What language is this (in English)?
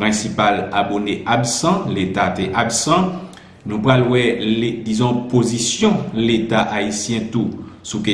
Haitian Creole